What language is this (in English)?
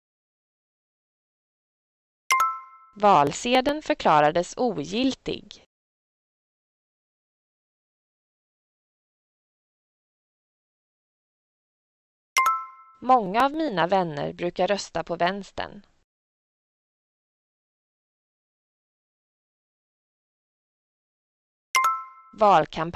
Swedish